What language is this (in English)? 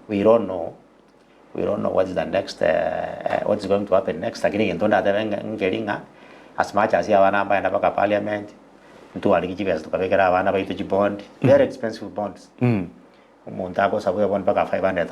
Gusii